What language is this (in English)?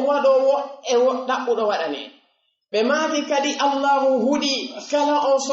Fula